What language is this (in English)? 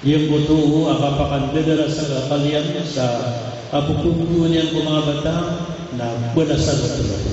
Maranao